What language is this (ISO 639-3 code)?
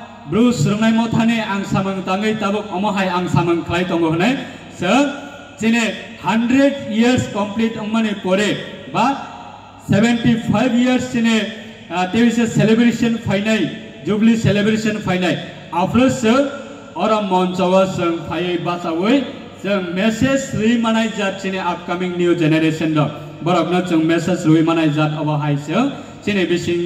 ria